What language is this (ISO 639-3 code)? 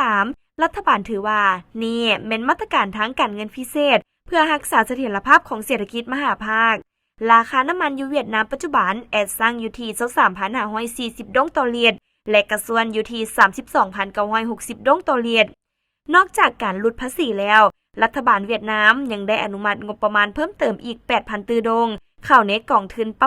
lao